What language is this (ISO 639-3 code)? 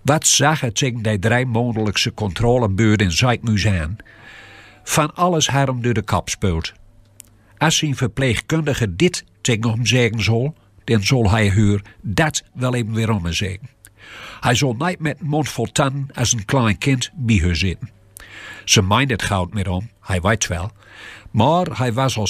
gos